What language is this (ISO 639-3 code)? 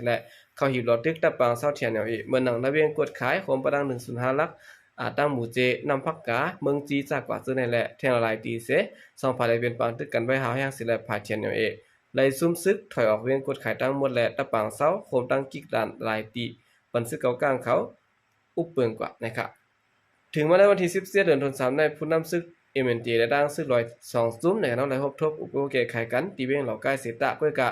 shn